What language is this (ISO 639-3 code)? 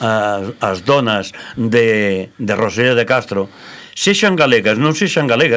glg